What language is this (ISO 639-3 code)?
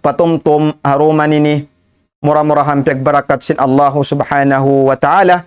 tsg